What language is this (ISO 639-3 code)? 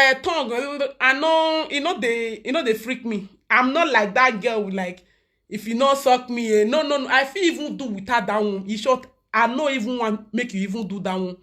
pcm